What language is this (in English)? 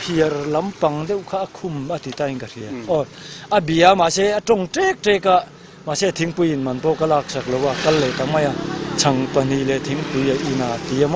Mizo